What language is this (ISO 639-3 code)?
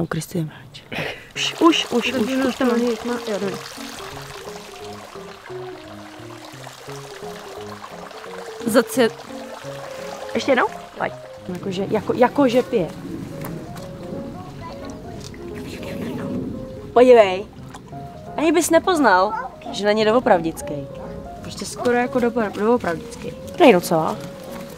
ces